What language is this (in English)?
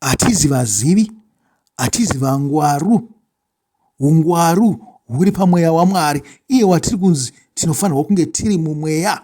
Shona